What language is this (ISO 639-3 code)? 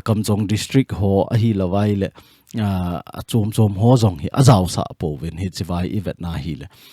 tcz